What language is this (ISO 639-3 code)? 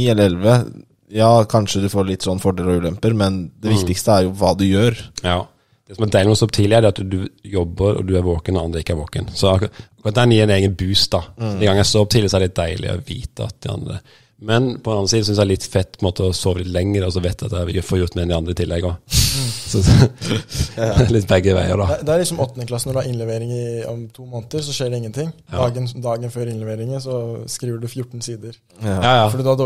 nor